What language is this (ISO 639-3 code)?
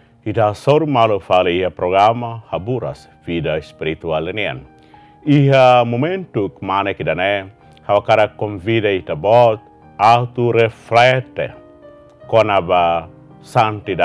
tet